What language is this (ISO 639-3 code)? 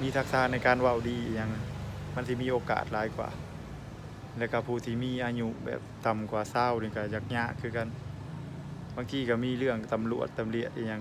lao